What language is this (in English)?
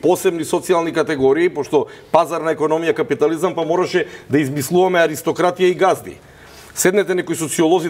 Macedonian